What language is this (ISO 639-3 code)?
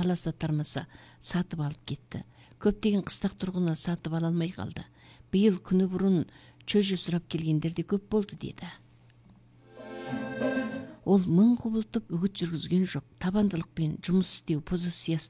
kaz